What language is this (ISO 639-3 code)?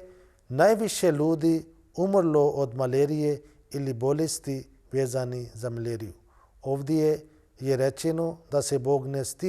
bos